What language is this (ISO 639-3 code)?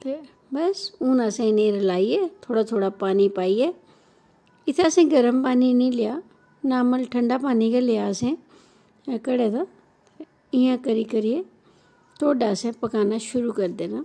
doi